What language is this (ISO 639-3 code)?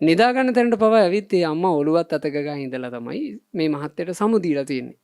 sin